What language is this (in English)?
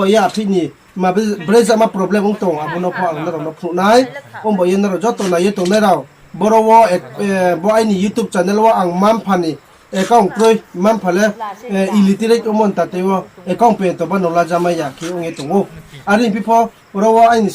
Riang (India)